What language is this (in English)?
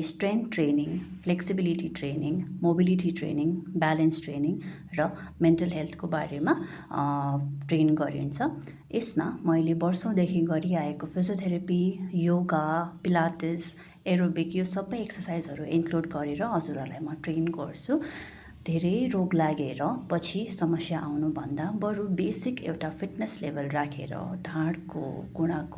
Nepali